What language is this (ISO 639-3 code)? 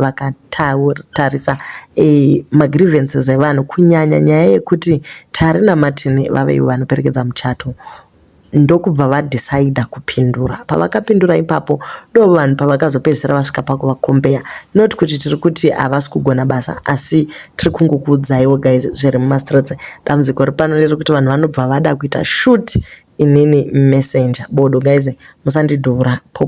sna